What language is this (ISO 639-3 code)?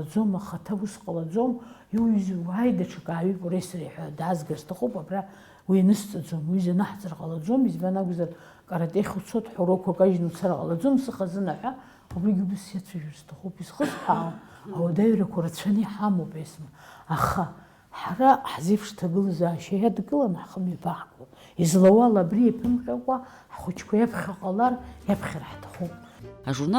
abk